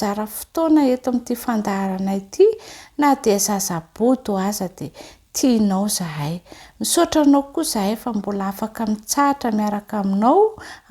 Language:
Malagasy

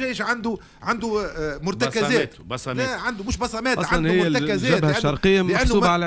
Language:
Tunisian Arabic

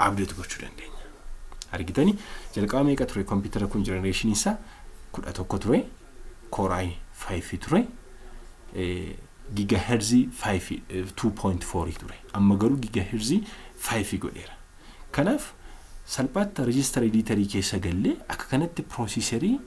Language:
Oromo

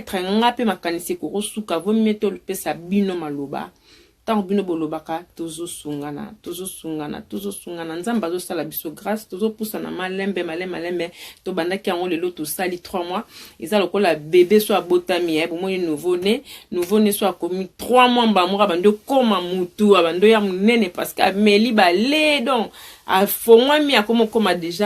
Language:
Lingala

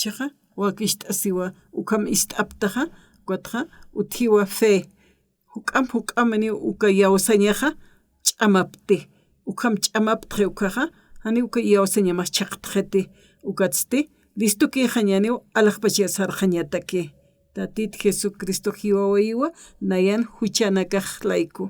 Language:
Aymara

